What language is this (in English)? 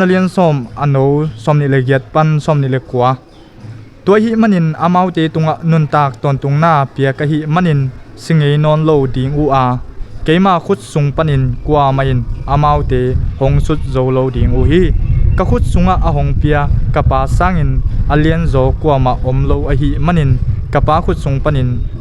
Tedim Chin